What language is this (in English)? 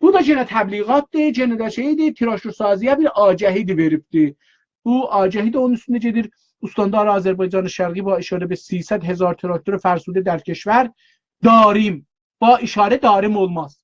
South Azerbaijani